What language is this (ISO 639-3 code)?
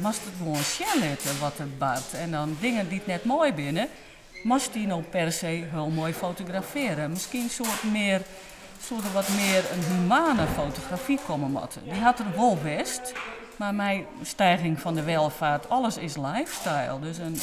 fry